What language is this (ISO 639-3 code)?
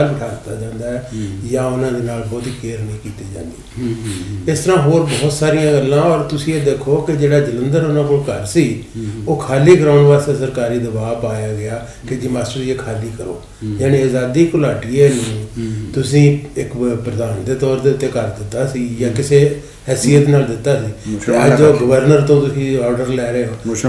pan